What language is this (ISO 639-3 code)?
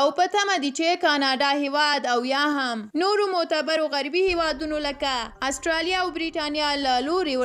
pus